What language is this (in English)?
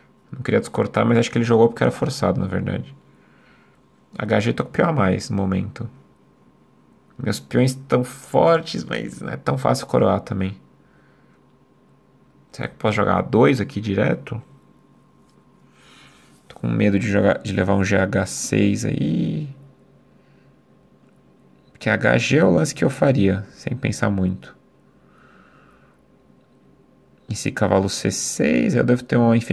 Portuguese